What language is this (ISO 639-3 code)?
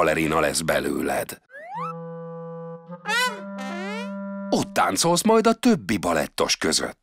hun